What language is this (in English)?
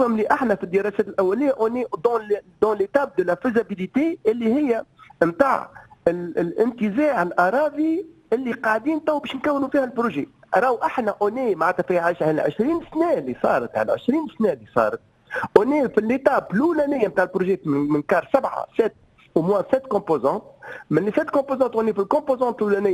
Tunisian Arabic